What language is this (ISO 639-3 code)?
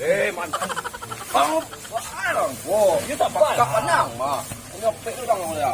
min